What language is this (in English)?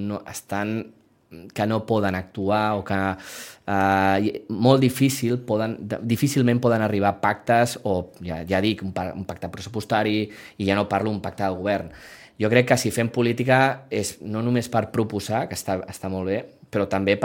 Catalan